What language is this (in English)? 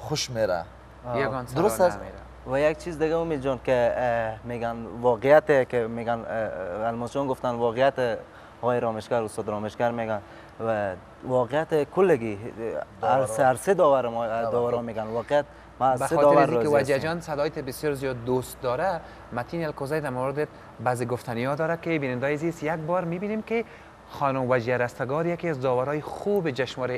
Persian